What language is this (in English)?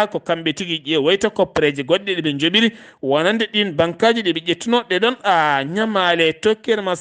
Fula